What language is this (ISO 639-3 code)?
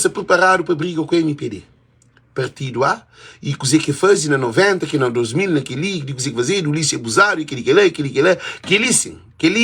kea